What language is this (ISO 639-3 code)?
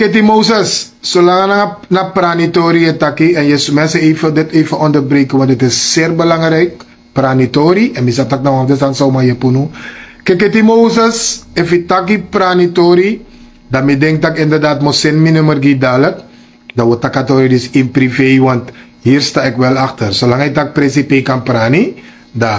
srn